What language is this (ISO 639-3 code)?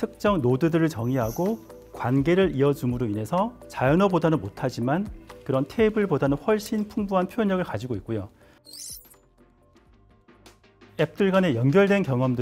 kor